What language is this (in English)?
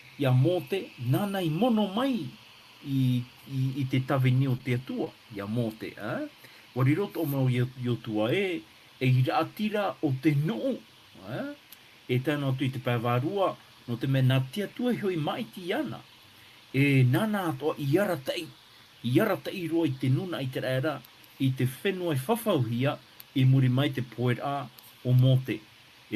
Tahitian